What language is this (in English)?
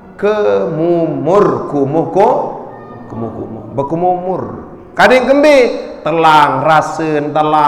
Sasak